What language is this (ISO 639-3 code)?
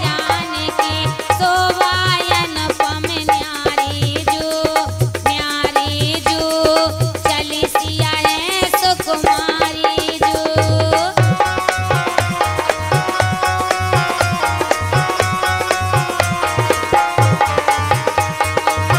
bns